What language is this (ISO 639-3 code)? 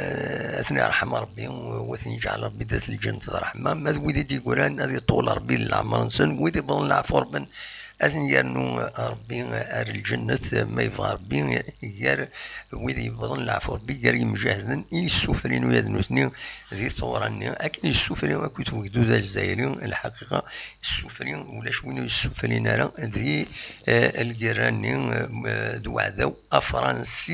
kab